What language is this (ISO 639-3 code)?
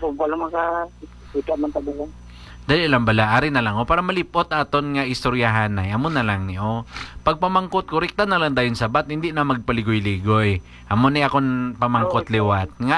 hil